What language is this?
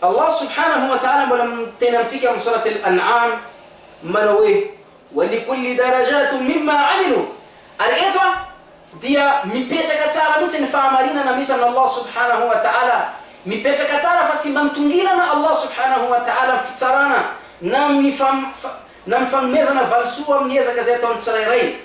Malagasy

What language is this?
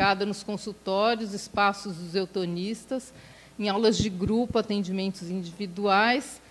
Portuguese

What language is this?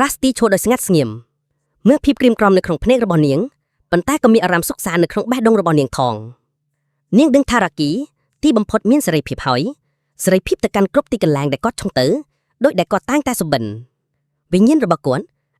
Khmer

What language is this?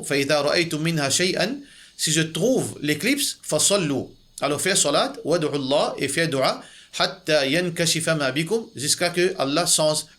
Morisyen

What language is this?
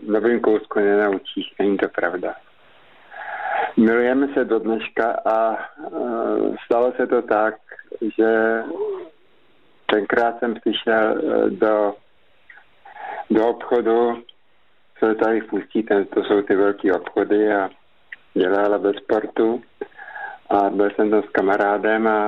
Czech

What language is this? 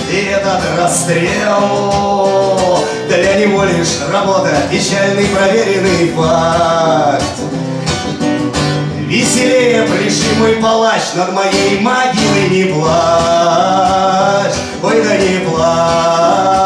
Russian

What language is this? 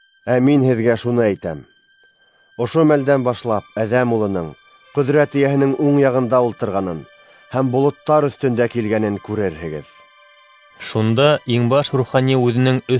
Bashkir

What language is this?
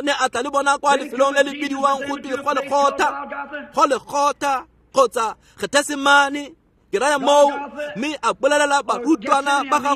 Tswana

